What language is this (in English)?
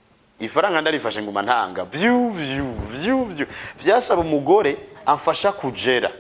Rundi